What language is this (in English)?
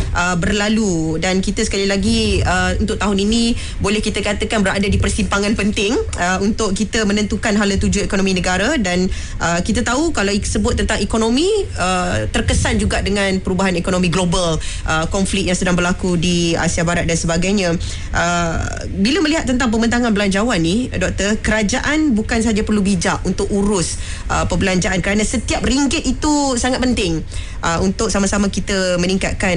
Malay